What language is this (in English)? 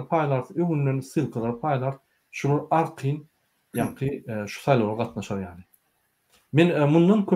Turkmen